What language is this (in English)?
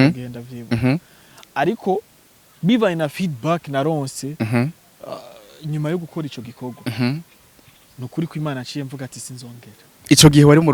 Rundi